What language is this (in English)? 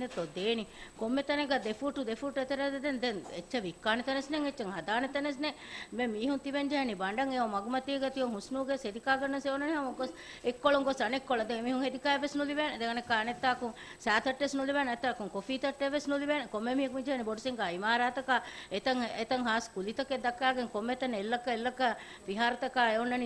Divehi